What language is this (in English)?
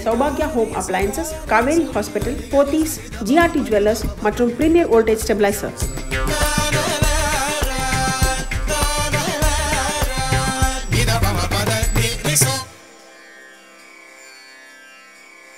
Tamil